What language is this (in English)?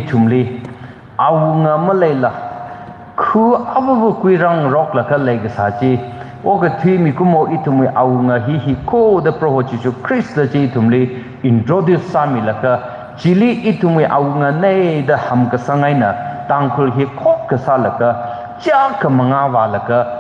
Tangkhul Naga (India)